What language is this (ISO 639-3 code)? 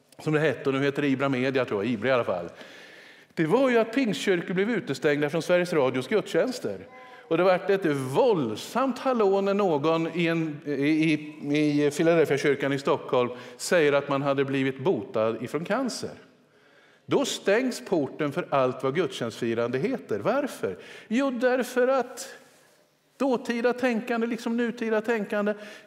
swe